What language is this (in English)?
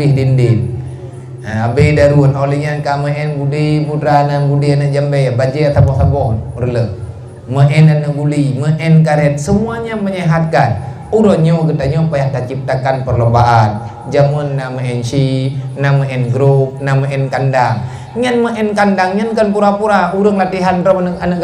Achinese